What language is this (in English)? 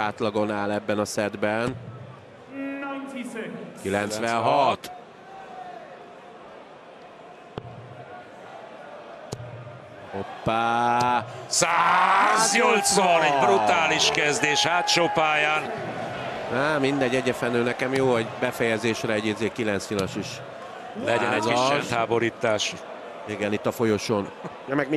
Hungarian